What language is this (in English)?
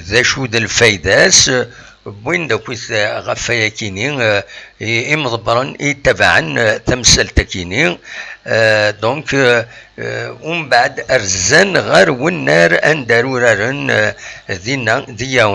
Kabyle